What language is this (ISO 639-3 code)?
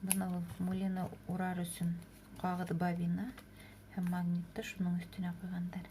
bak